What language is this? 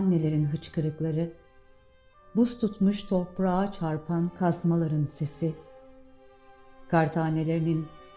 Turkish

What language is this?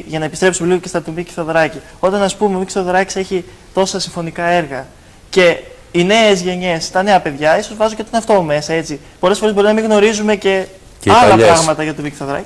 Greek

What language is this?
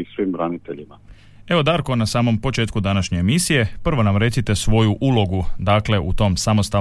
Croatian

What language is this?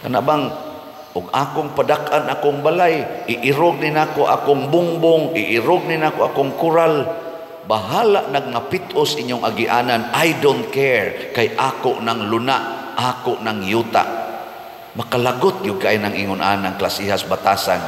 Cebuano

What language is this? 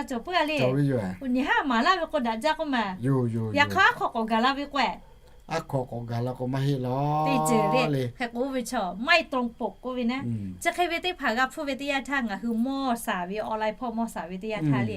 Lahu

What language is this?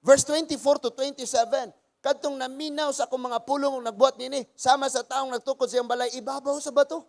Cebuano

